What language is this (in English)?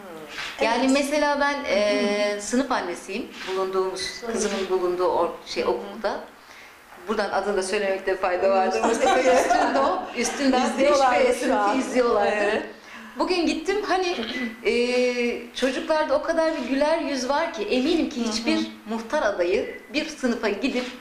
Turkish